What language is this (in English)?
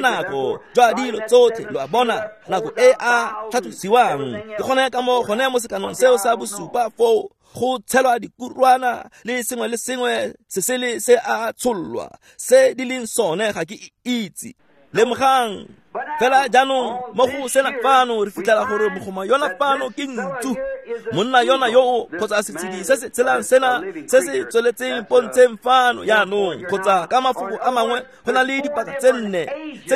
Tswana